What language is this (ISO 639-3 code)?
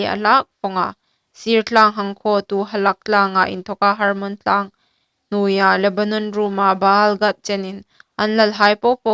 hmr